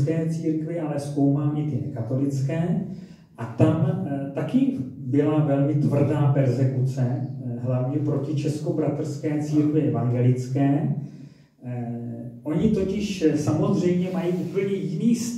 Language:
Czech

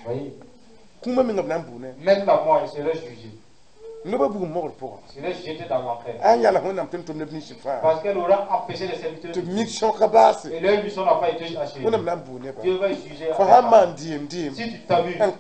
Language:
Mossi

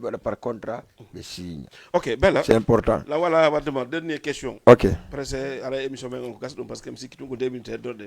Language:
Fula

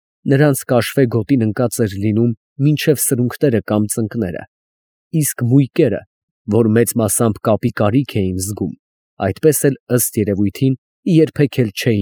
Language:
Armenian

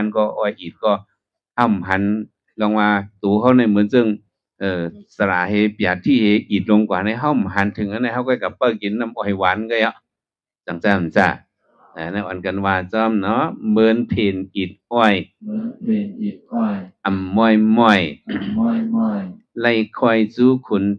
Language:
Shan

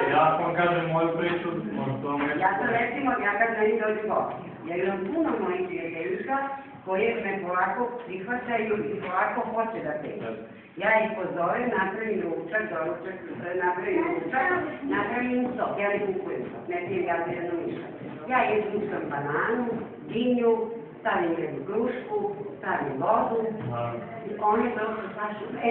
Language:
Serbian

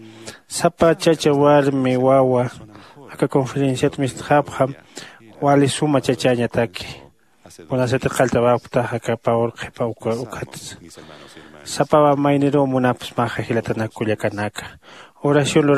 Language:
Aymara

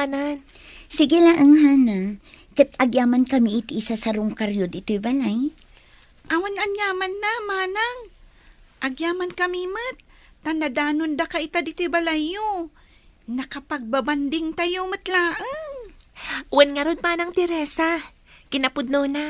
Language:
Iloko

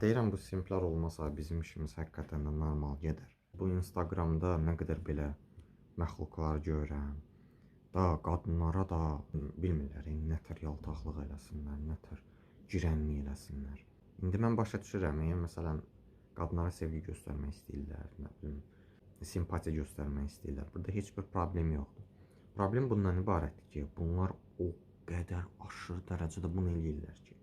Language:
Azerbaijani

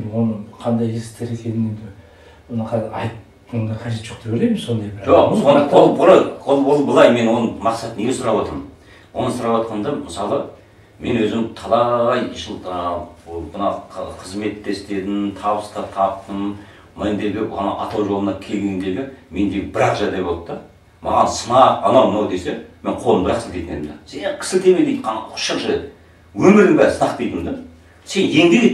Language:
Kazakh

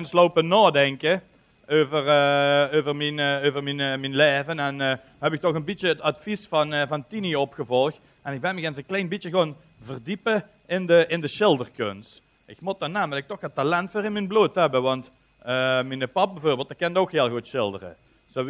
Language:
Limburgish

